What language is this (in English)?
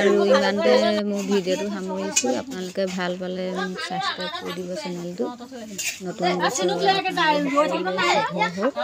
Assamese